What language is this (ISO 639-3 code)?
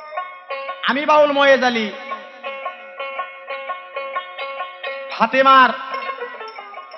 ben